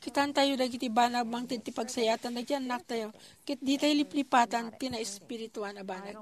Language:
Iloko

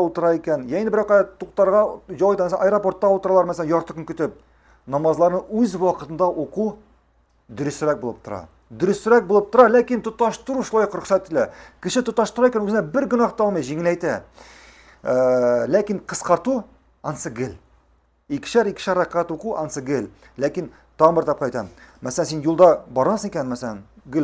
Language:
Tatar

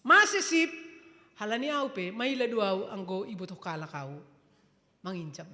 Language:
Batak Simalungun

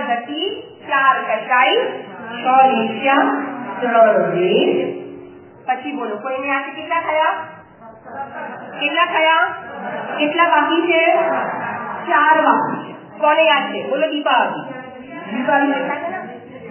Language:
Gujarati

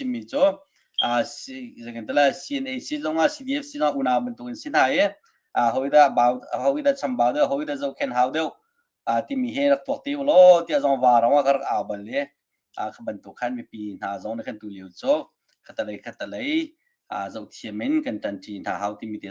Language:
Hakha Chin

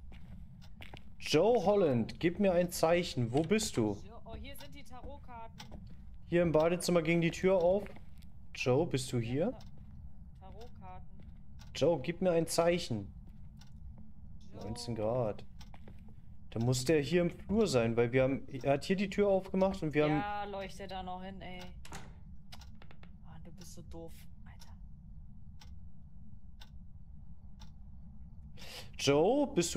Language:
German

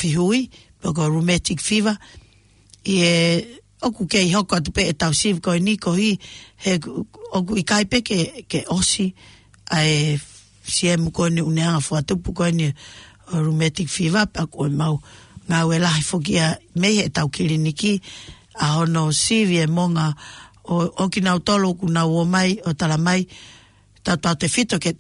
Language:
Tongan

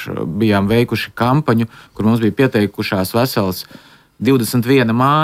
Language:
Latvian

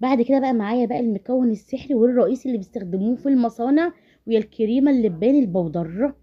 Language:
Egyptian Arabic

